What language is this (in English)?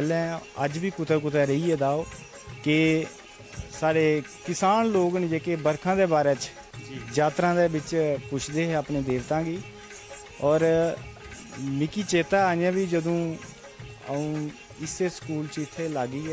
Dogri